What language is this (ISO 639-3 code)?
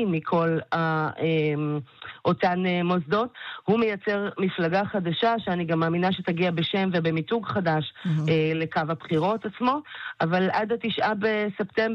heb